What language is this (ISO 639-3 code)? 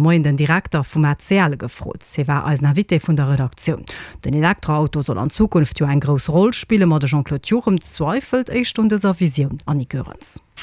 ltz